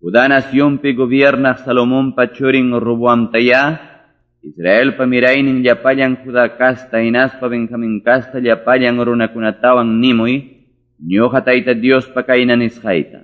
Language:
Ayacucho Quechua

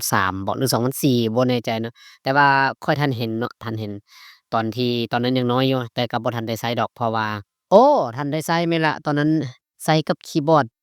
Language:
Lao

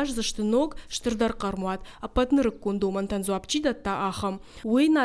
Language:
Ossetic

